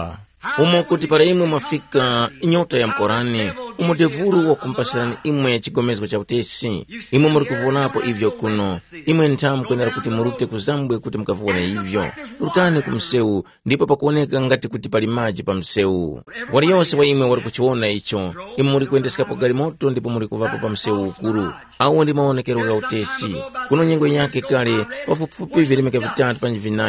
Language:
Tumbuka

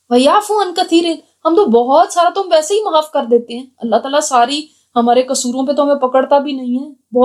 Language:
Urdu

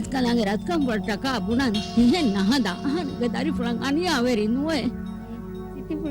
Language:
Divehi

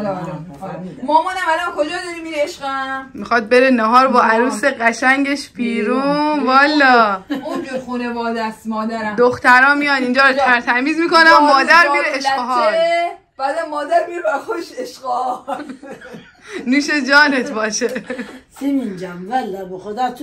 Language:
Persian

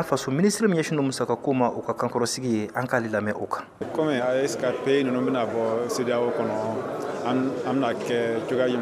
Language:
Bambara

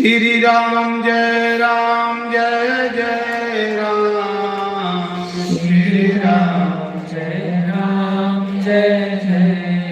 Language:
Dogri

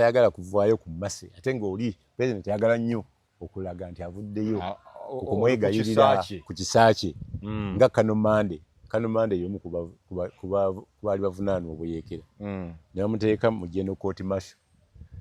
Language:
Ganda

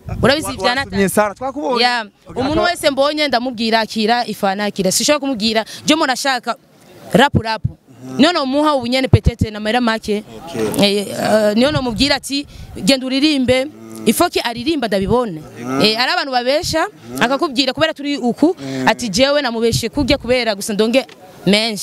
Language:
Rundi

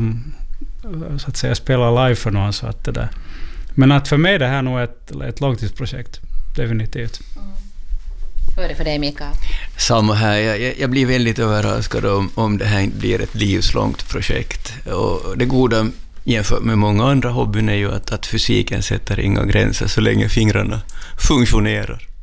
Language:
Swedish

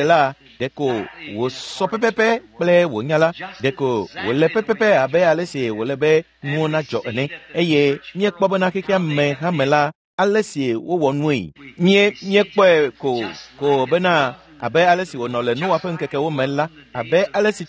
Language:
Ewe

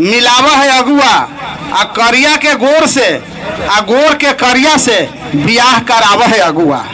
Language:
Magahi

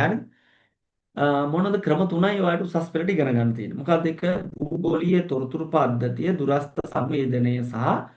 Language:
Sinhala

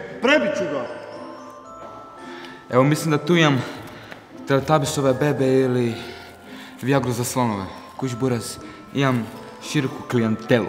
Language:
Croatian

